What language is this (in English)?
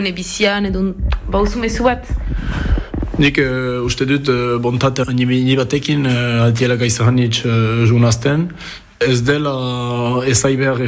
Basque